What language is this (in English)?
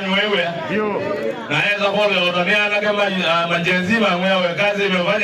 Kamba